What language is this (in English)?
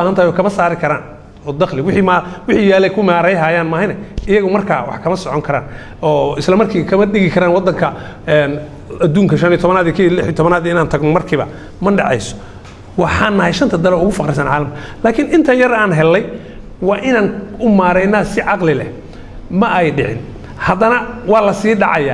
Somali